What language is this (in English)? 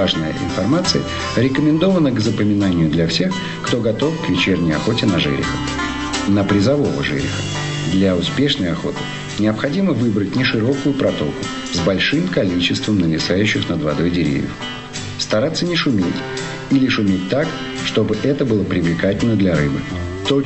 Russian